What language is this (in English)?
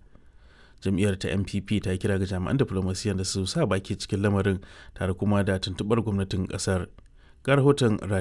Hausa